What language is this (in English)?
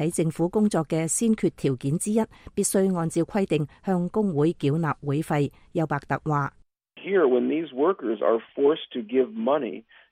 Cantonese